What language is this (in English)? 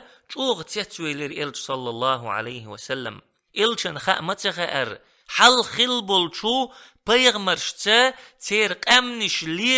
Chechen